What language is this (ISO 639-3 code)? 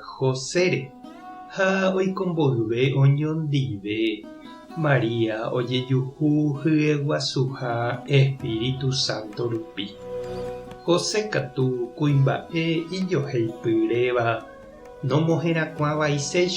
grn